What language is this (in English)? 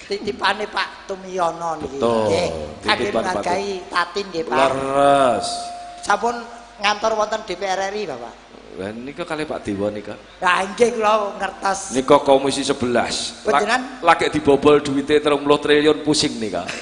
Javanese